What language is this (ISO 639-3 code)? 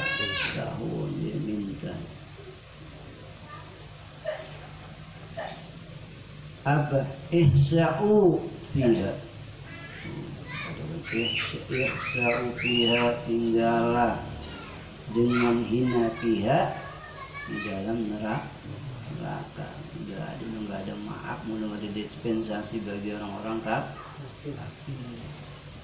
ind